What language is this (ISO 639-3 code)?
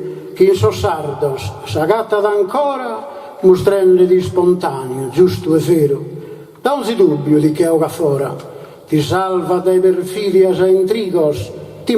srd